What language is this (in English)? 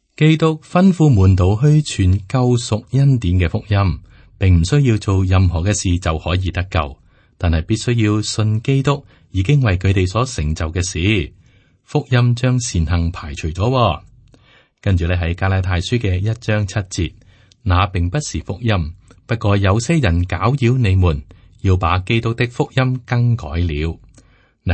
Cantonese